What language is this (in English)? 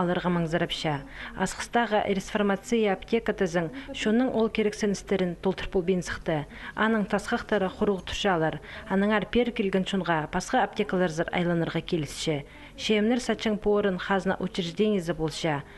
Khakas